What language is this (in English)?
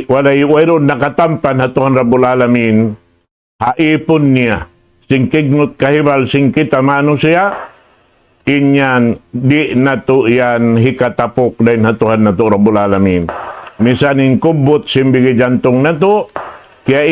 Tausug